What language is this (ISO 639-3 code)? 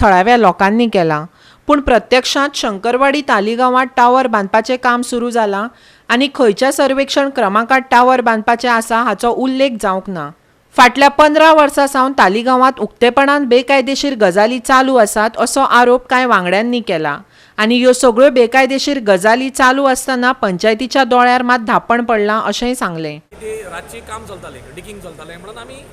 kok